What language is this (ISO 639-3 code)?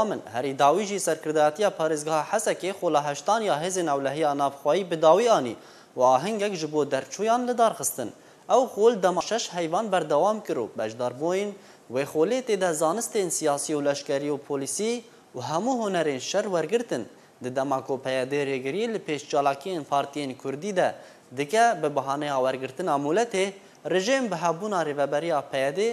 kur